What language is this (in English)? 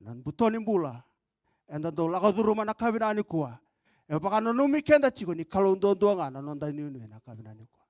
Fijian